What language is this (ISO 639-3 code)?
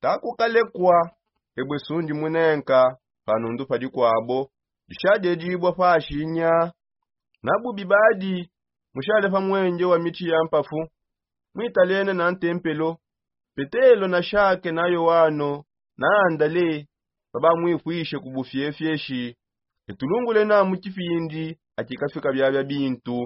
sop